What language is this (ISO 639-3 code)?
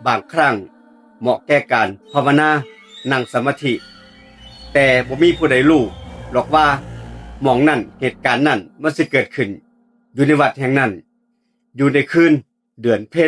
tts